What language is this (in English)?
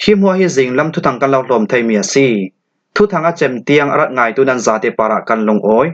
Falam Chin